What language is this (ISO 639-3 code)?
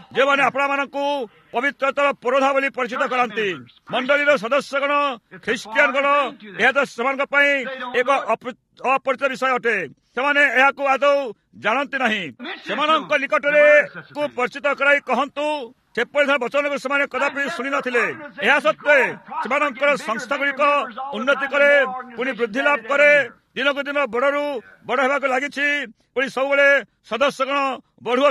ori